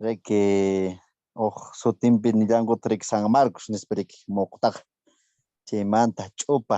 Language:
Quechua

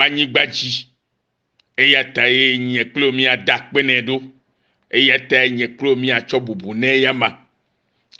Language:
Ewe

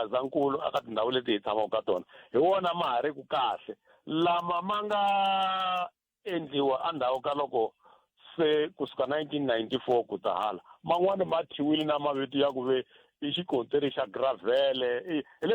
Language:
Tsonga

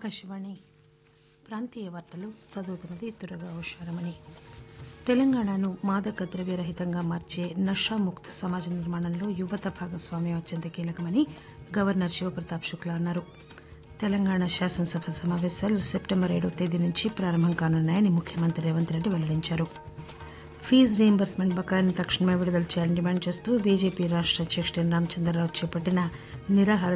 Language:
Telugu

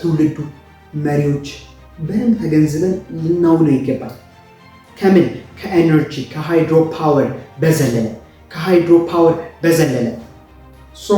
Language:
Amharic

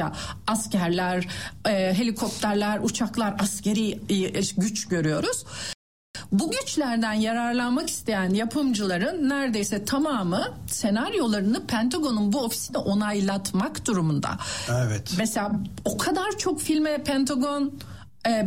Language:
Turkish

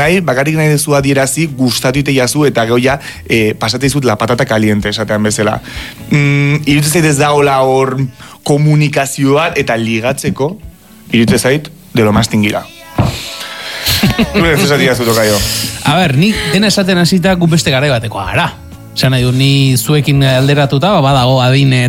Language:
Basque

